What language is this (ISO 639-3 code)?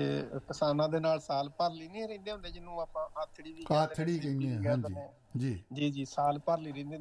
pan